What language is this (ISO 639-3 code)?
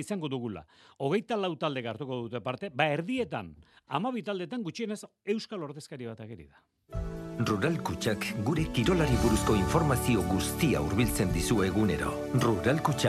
eus